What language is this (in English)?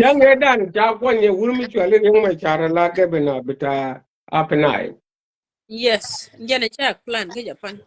Nuer